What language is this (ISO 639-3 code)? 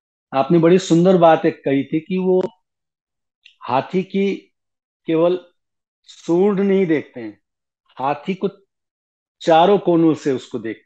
hin